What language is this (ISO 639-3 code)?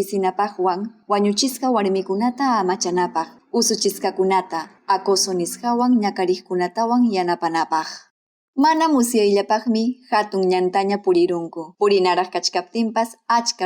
quy